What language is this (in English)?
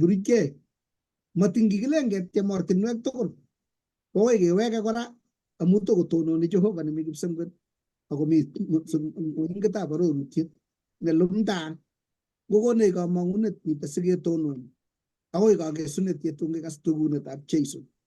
Kalenjin